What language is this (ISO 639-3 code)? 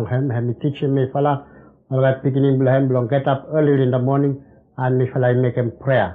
bis